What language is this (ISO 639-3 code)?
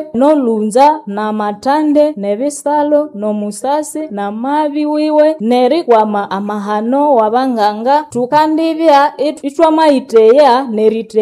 nnb